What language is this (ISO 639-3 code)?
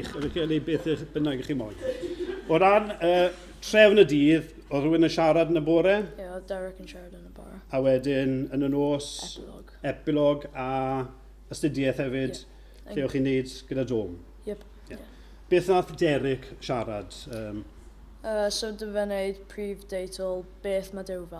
cym